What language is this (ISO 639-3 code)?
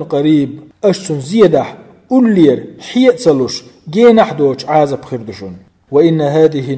che